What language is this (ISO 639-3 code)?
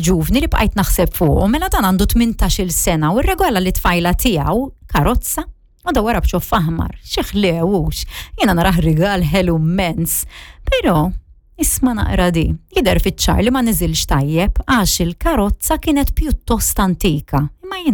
mlt